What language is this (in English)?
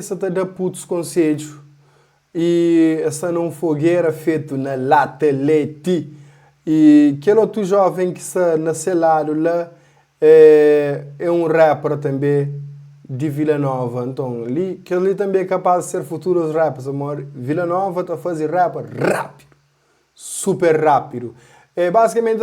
Kabuverdianu